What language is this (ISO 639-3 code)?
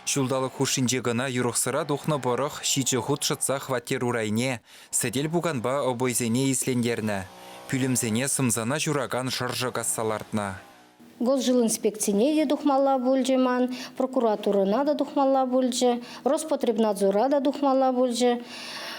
chv